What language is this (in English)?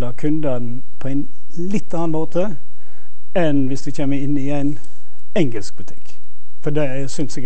Norwegian